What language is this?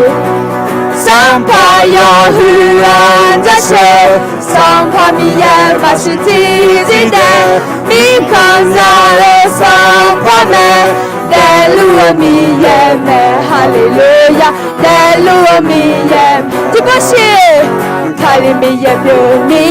Akha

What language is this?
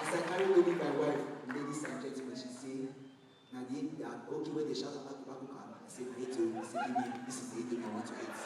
Nigerian Pidgin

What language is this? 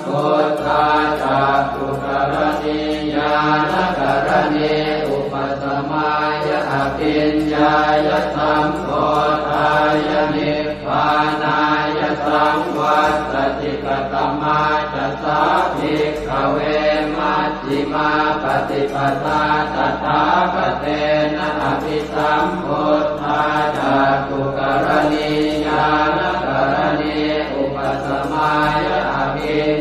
Pali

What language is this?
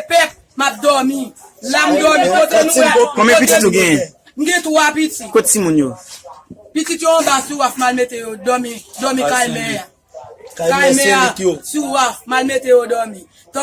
Haitian Creole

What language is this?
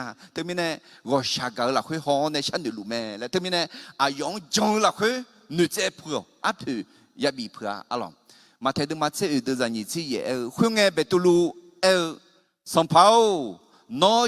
Akha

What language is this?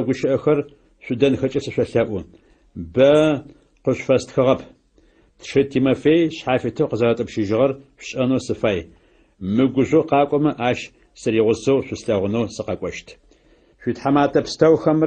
Adyghe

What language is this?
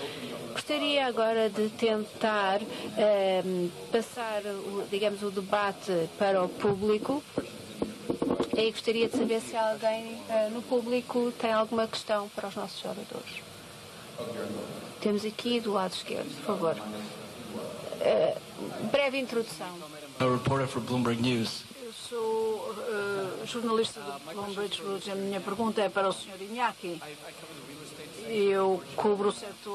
Portuguese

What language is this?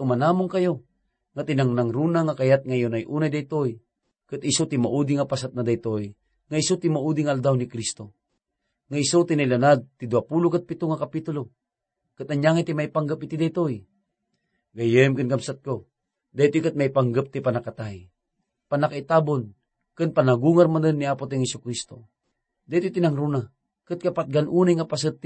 Iloko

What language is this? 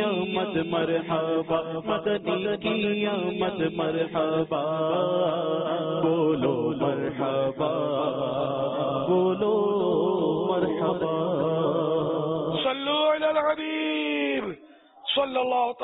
Urdu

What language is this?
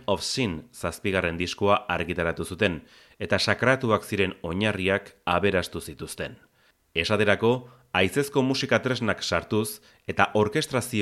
Basque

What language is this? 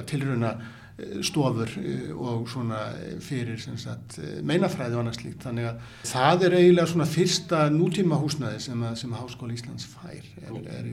Icelandic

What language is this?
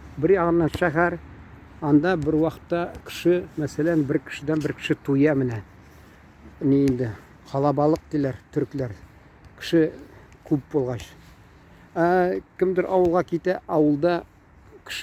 Tatar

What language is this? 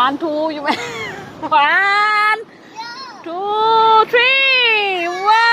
Lao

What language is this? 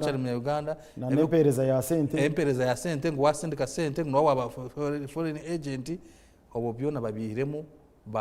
Nyankole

